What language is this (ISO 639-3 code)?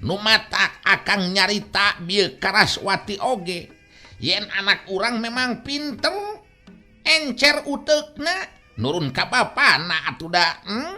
sun